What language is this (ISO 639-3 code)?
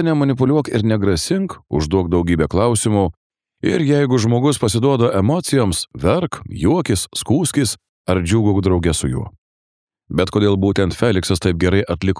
lit